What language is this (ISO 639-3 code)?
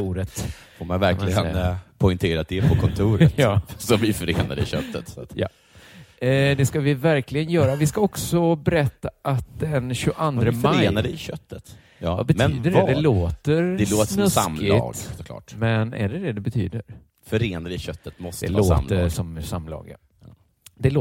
swe